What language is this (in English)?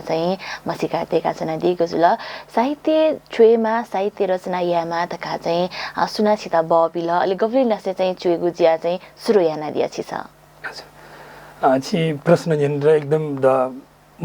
Newari